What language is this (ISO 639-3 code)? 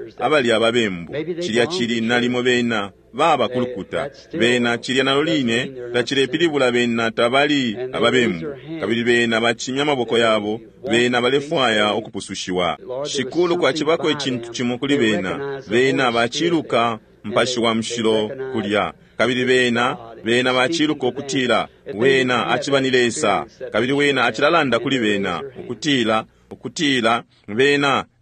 bem